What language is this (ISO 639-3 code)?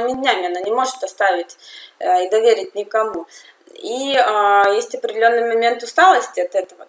rus